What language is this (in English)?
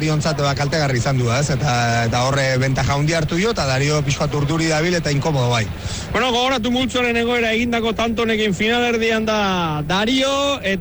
Basque